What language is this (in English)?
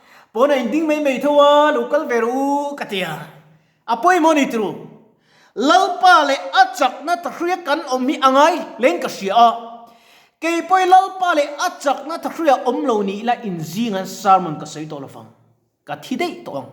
Mizo